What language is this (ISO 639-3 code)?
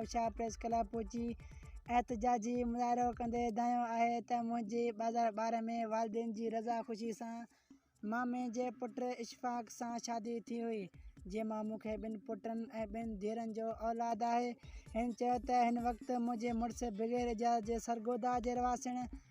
snd